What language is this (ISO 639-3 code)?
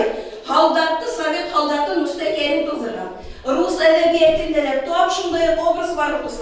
bak